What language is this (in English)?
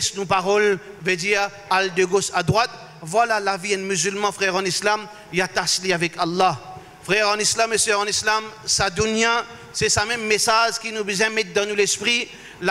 Morisyen